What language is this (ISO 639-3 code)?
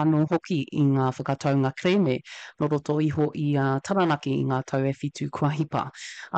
mri